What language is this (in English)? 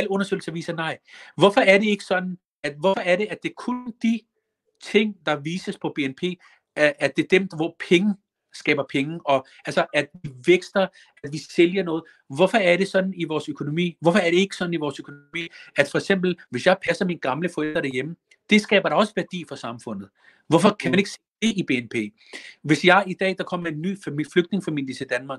Danish